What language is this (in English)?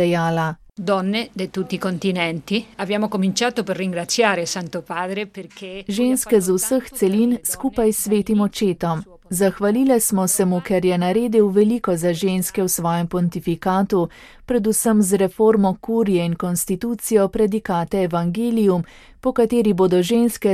Slovenian